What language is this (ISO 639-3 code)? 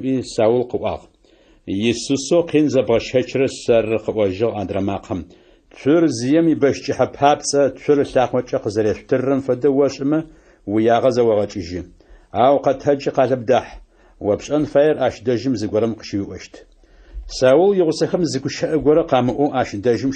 ady